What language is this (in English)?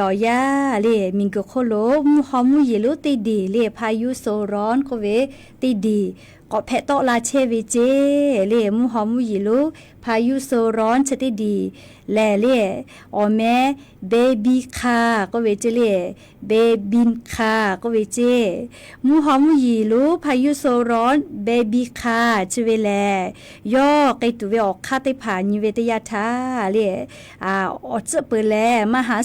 Lahu